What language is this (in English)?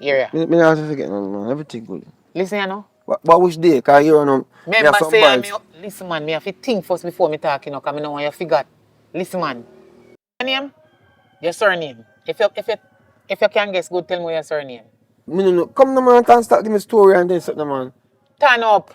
Jamaican Creole English